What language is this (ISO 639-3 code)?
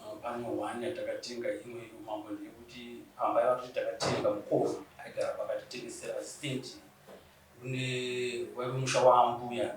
sna